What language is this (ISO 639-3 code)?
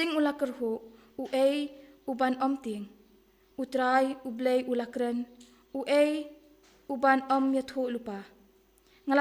kha